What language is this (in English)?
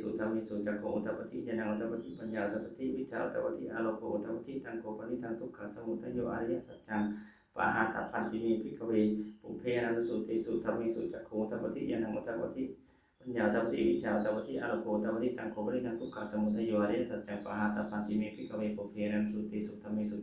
Pali